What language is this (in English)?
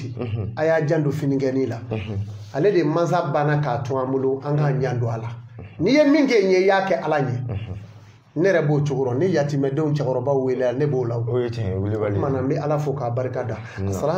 Bambara